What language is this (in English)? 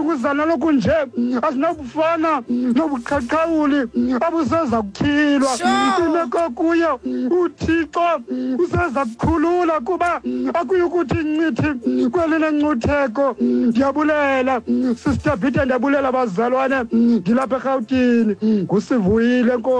Xhosa